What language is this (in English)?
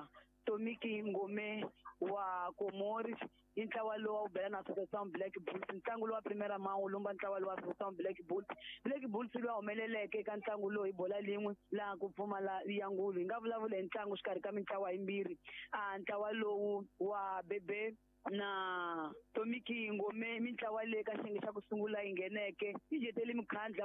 Tsonga